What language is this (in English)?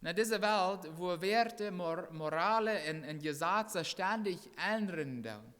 Plautdietsch